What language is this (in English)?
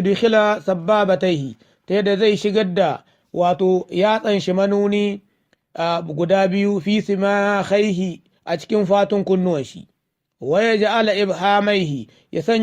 Hausa